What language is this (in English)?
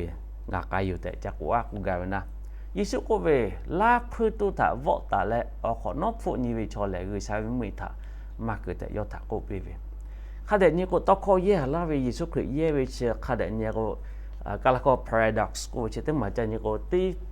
Lahu